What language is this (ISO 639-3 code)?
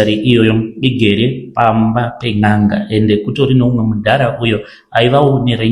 sna